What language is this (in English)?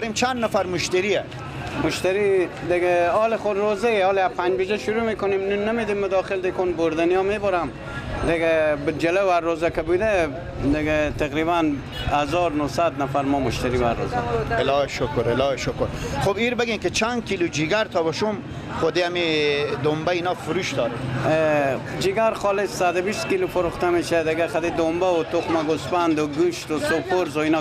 Persian